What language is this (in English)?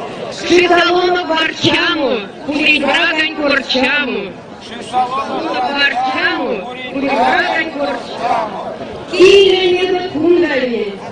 Erzya